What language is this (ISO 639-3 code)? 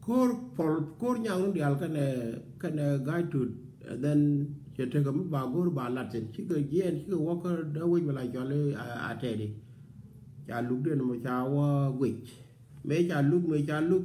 nus